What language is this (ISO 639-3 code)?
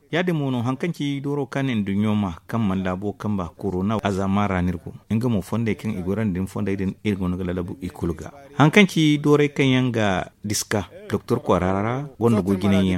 dje